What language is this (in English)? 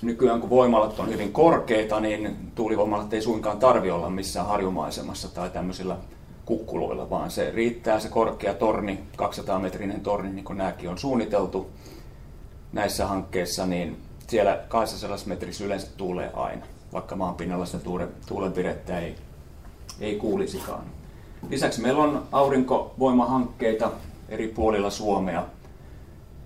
Finnish